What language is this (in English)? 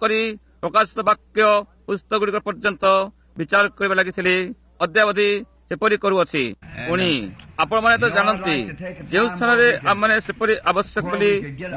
Odia